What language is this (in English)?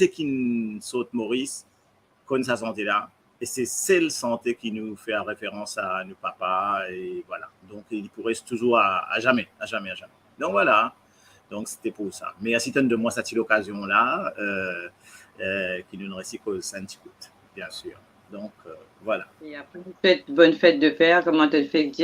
Morisyen